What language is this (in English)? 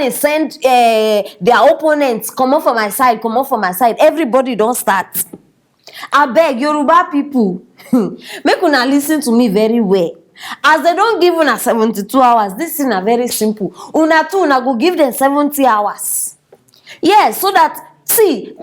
Nigerian Pidgin